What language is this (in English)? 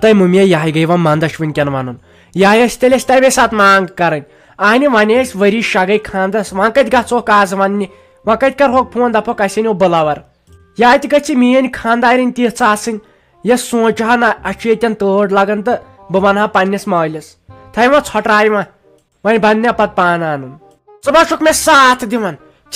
Kashmiri